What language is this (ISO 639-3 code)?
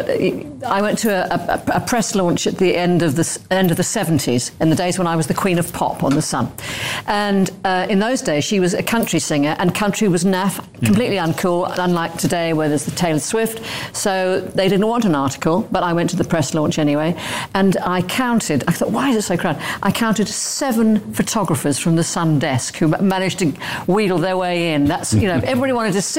eng